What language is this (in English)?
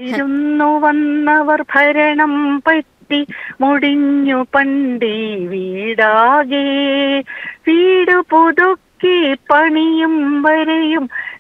Malayalam